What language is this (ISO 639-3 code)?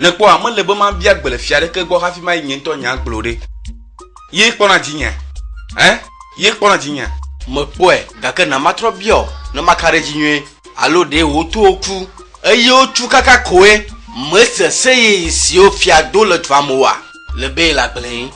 ewe